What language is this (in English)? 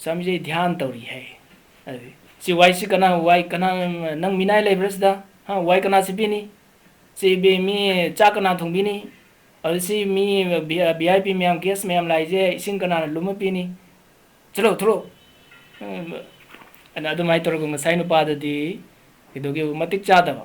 Manipuri